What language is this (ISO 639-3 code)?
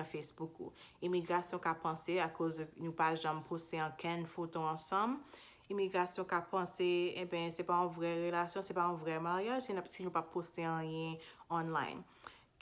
hat